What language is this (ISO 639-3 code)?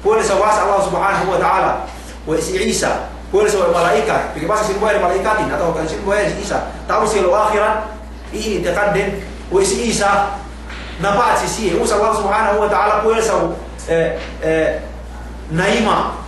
yka